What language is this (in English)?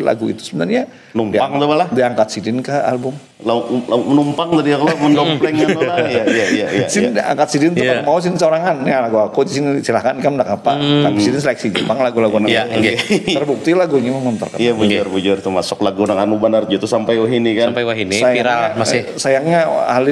Banjar